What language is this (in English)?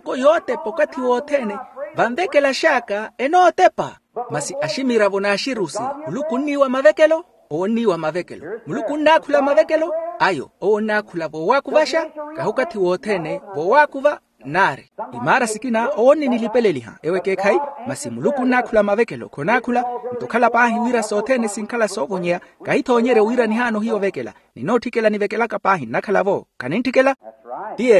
Makhuwa